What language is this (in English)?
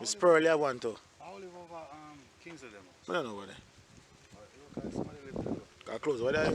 Jamaican Creole English